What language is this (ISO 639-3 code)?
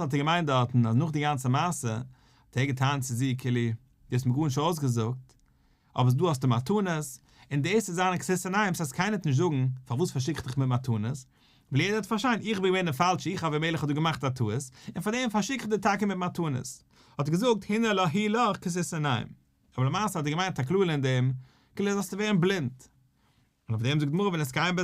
yid